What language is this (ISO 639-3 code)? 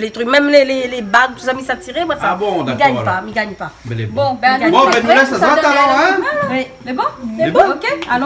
rcf